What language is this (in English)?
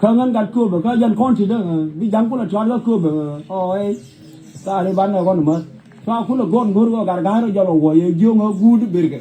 Nuer